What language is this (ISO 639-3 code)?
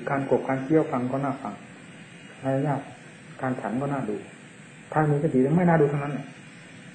tha